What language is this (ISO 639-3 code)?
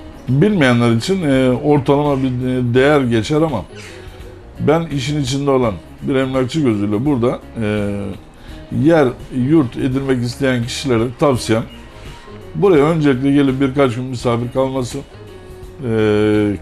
tur